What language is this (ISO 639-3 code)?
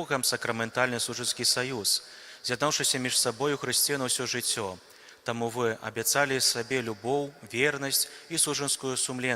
bel